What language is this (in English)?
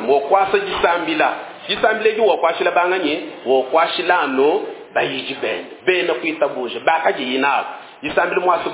Luba-Lulua